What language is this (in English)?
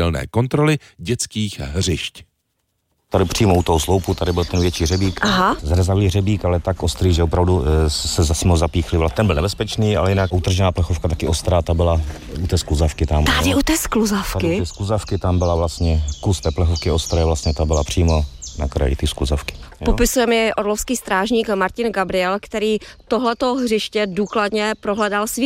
Czech